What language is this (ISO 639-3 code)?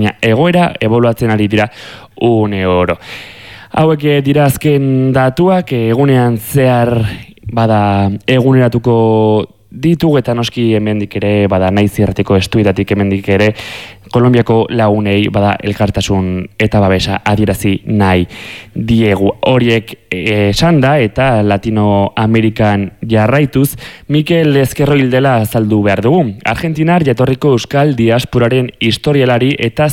eus